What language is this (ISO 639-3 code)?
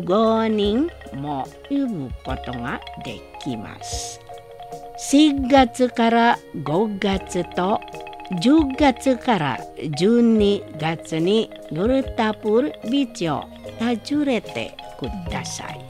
jpn